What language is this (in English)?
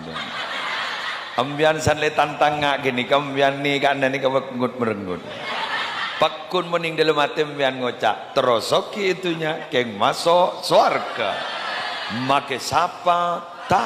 Madurese